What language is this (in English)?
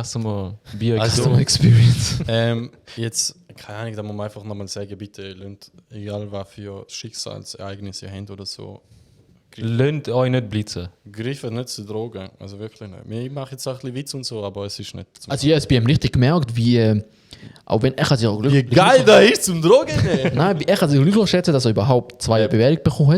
Swiss German